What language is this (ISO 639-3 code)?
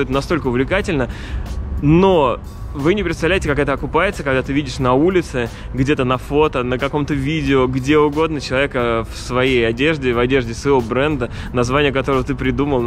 rus